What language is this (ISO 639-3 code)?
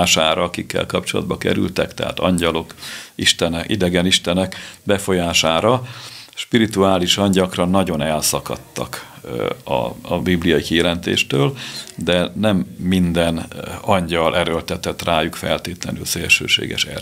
hun